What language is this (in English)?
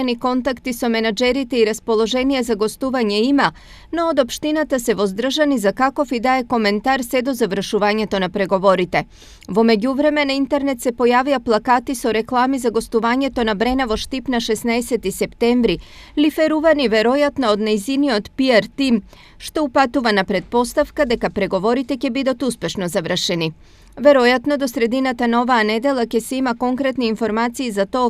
Macedonian